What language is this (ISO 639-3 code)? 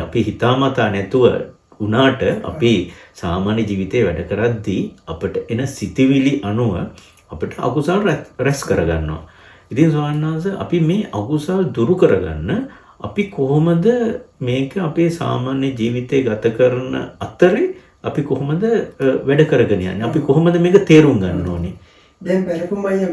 sin